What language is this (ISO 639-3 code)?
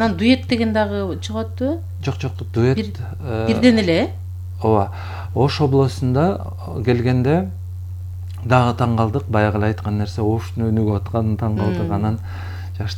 kir